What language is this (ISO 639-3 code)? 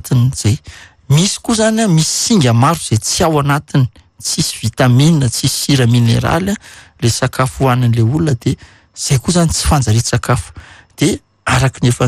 mlg